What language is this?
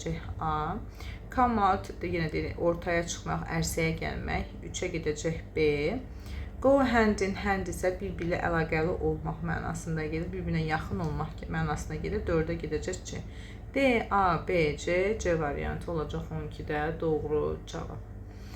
Azerbaijani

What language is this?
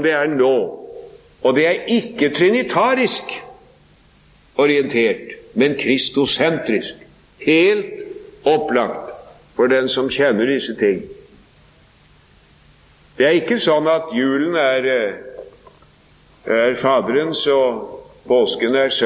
Norwegian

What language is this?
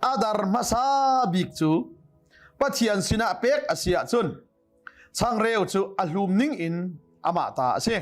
Hakha Chin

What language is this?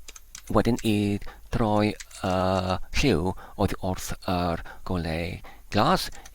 Welsh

